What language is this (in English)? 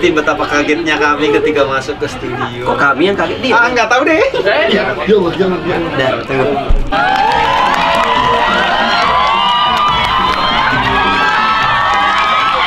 Indonesian